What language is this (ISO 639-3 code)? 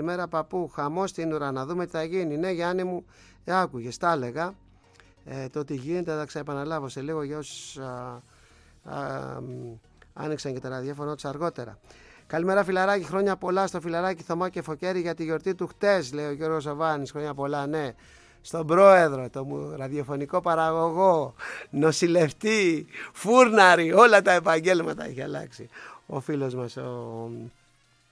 ell